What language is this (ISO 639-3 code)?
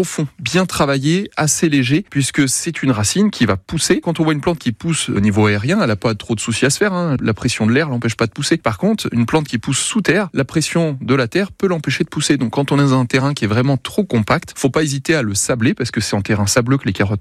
fra